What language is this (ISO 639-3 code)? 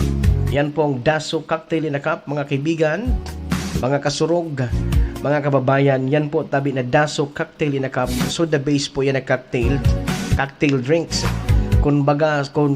bik